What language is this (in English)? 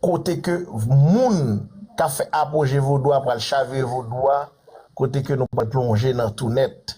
Haitian Creole